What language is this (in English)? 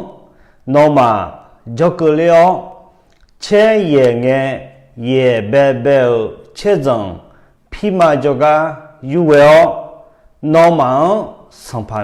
Akha